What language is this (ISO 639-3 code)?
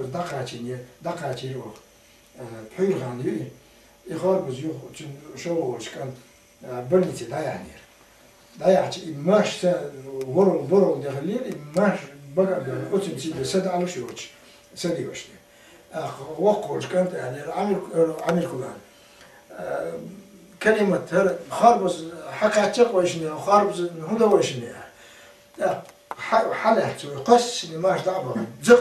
che